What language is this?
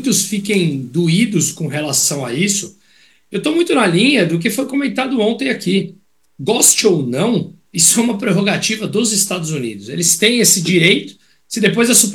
Portuguese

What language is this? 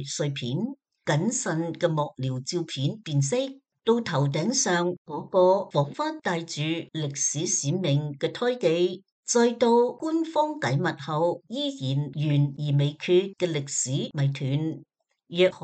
Cantonese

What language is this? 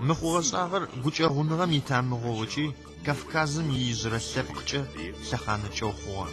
Adyghe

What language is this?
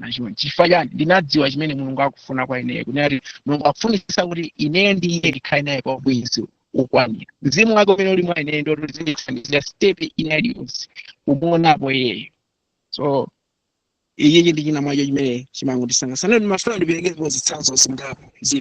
Nyanja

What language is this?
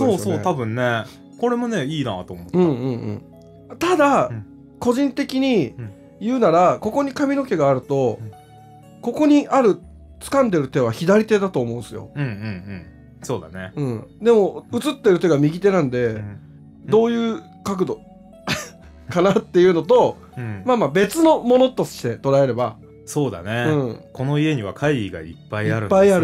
Japanese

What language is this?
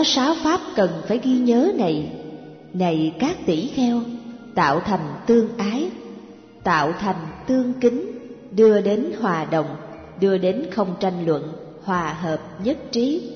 Vietnamese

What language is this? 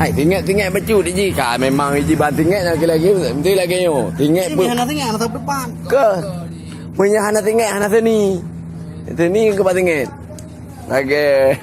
Achinese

